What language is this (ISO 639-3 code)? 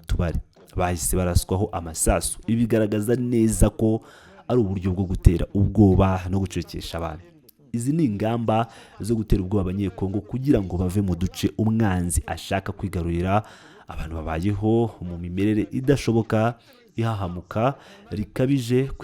kin